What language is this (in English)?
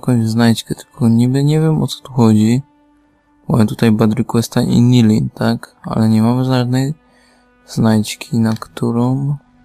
Polish